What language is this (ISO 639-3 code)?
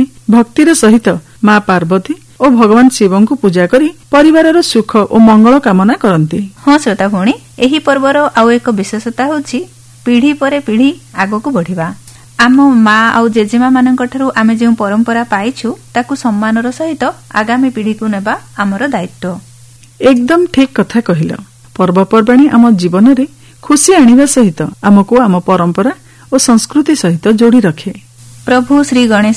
ori